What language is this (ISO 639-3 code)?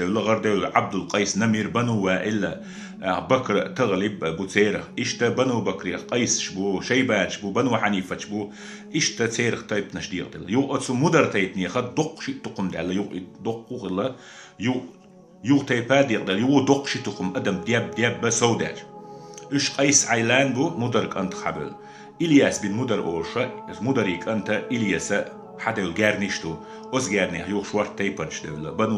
che